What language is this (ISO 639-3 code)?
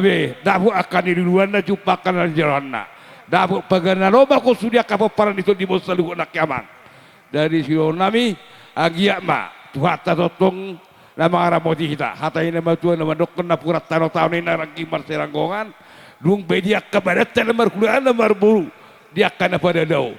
bbc